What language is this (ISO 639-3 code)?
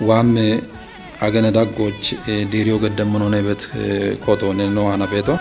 kbr